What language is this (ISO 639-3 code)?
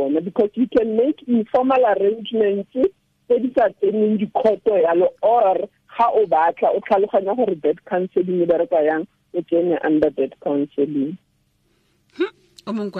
tsn